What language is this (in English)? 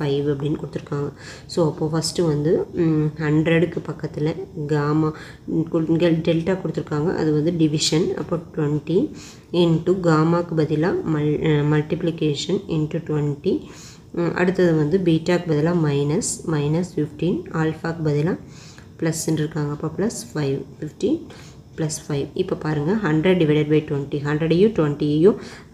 Tamil